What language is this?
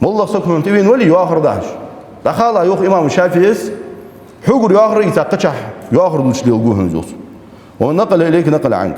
Ingush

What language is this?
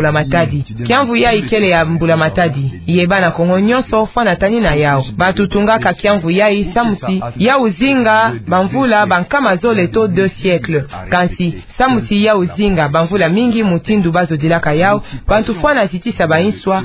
Kituba (Democratic Republic of Congo)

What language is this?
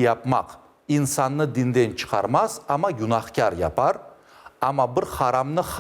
Crimean Tatar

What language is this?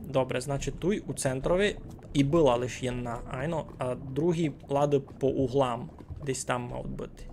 Rusyn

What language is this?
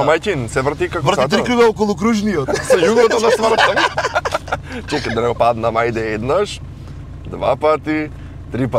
Macedonian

